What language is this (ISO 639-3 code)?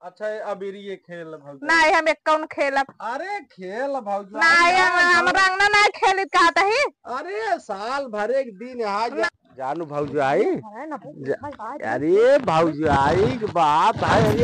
awa